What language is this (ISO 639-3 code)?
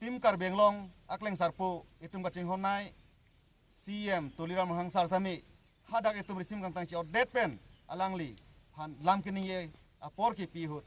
mjw